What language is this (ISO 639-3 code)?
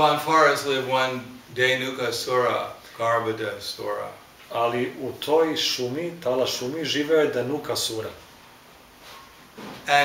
srp